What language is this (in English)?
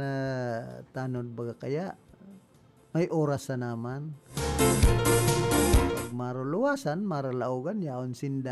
Bikol